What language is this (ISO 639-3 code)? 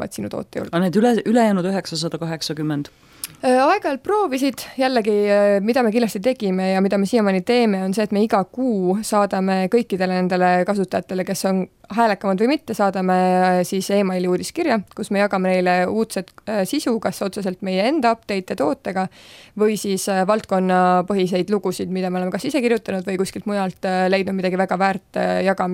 est